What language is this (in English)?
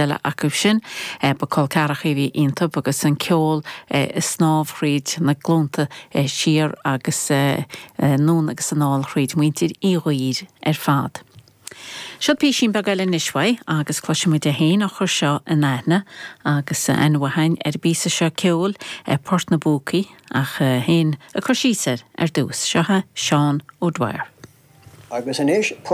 Irish